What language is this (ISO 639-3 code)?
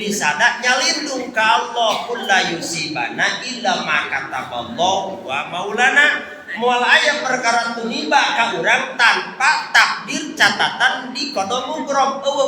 sun